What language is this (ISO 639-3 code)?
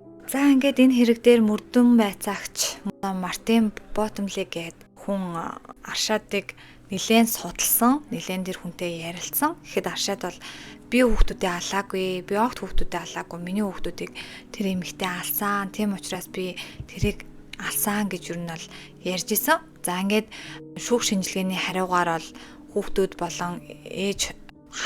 mon